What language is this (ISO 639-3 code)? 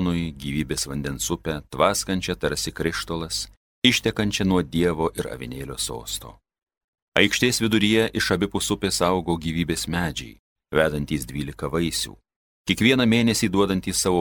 lit